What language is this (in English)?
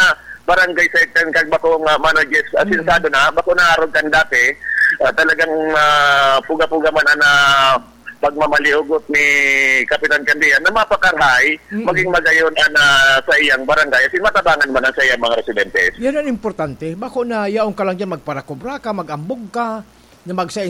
Bikol